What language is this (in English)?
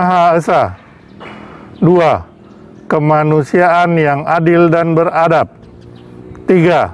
Indonesian